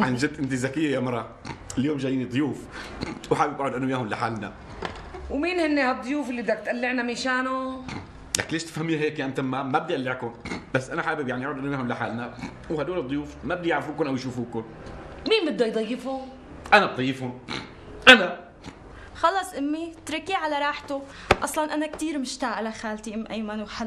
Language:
North Levantine Arabic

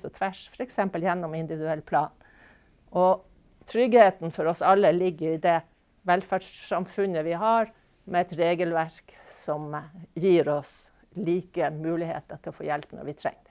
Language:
Norwegian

